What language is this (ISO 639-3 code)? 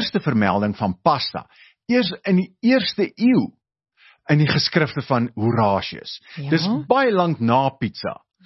afr